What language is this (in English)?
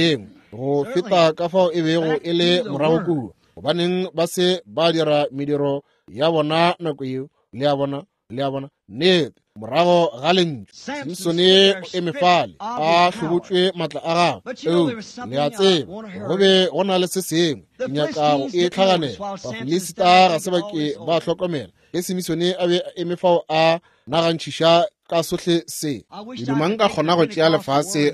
Northern Sotho